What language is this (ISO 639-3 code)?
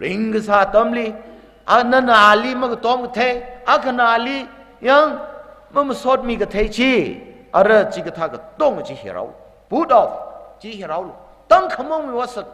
nmf